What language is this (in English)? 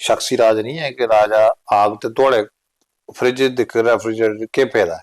Dogri